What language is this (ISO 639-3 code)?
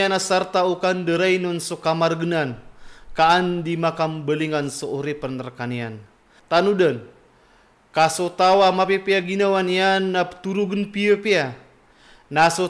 mrw